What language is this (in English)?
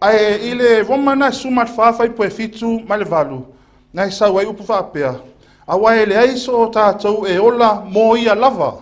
Samoan